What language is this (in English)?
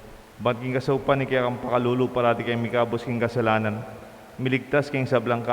Pampanga